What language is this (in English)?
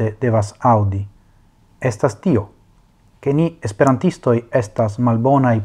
Esperanto